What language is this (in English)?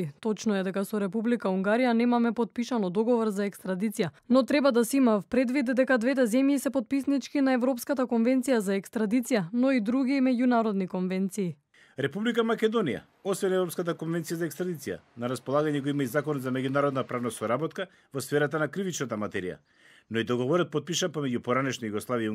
Macedonian